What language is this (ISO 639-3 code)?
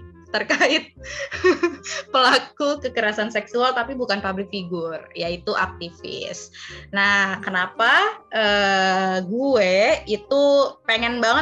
ind